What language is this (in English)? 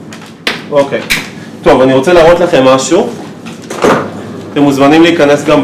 Hebrew